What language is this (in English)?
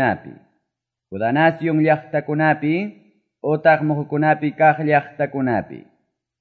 Quechua